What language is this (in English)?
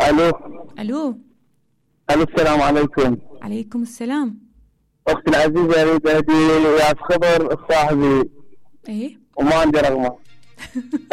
Mesopotamian Arabic